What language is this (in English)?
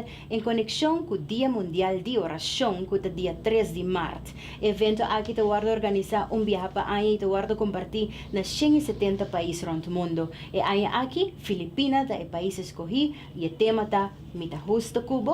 Papiamento